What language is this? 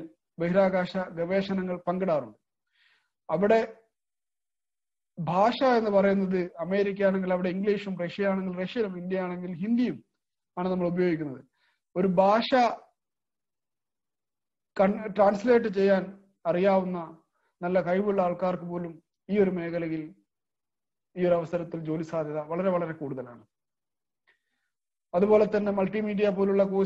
Malayalam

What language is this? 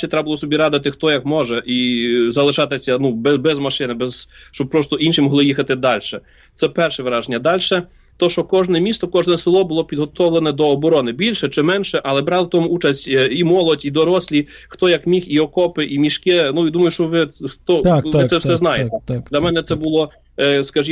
Ukrainian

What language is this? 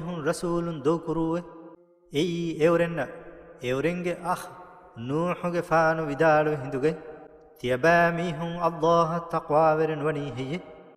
Divehi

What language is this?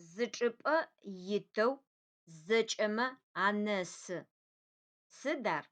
Adyghe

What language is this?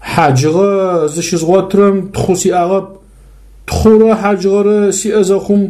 Adyghe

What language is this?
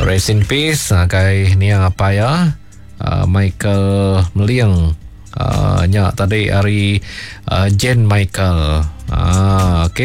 Iban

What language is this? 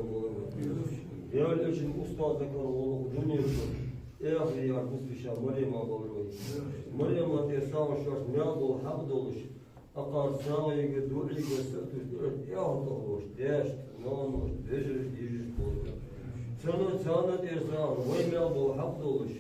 Ingush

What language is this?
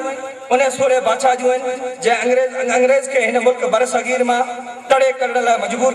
Sindhi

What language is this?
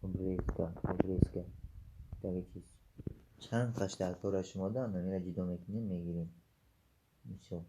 Tajik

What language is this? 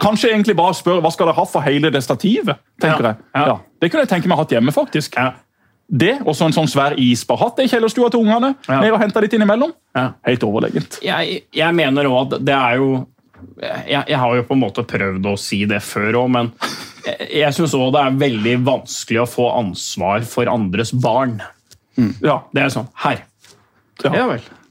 Norwegian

